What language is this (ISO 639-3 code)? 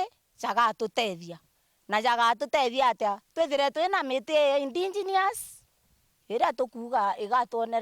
mer